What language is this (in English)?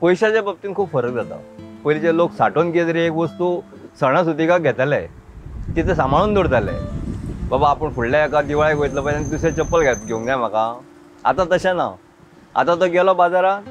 Konkani